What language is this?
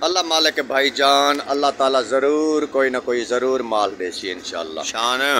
Saraiki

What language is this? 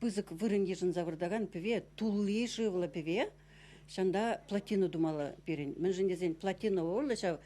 Chuvash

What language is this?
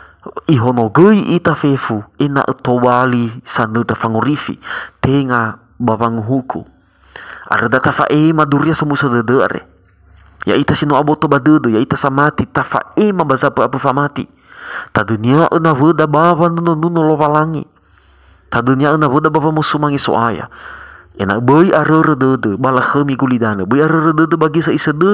Nias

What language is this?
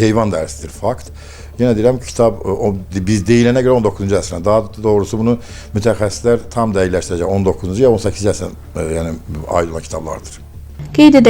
Azerbaijani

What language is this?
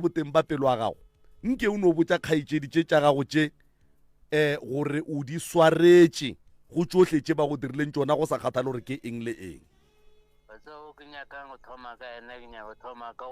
Northern Sotho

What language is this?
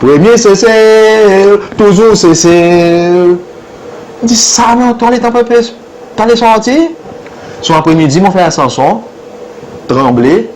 Seselwa Creole French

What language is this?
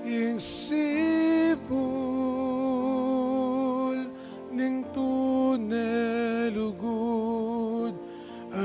Pampanga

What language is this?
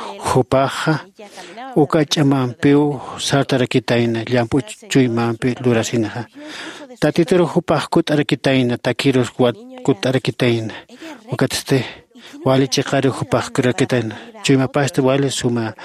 Aymara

